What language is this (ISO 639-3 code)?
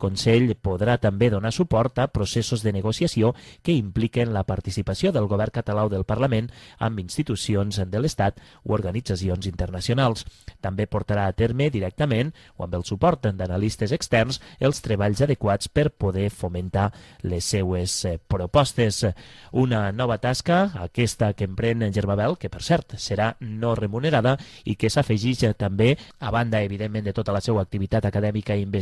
cat